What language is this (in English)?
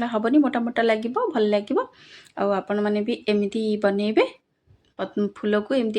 Odia